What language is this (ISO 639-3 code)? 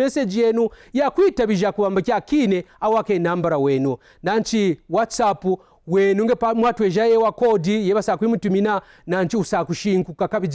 kqn